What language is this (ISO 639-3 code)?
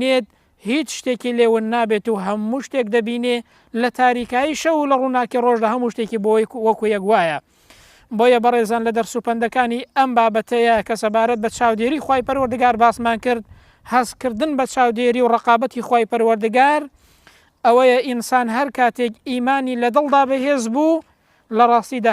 ckb